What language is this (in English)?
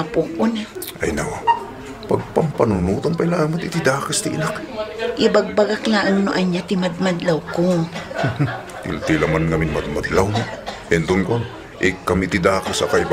Iloko